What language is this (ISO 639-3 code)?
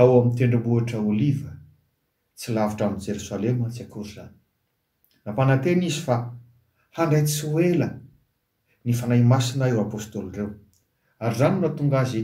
mlg